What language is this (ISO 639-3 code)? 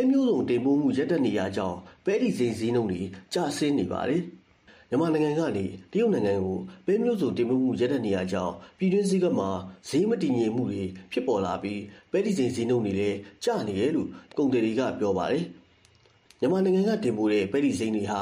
mya